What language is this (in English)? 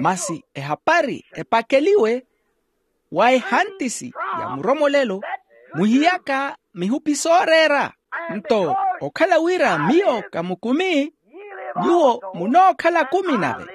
Makhuwa